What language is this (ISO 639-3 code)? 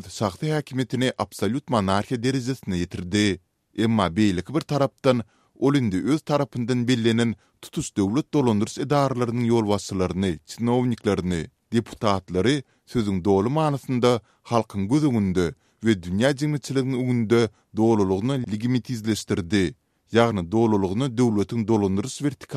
tuk